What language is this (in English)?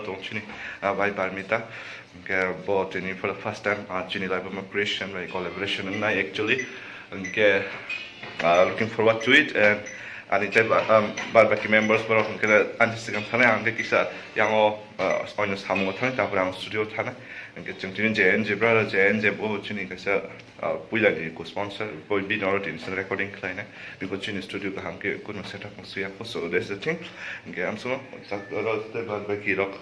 Kok Borok